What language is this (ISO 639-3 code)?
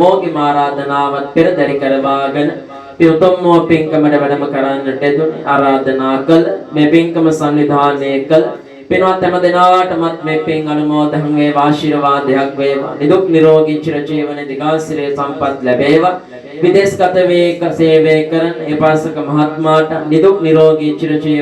sin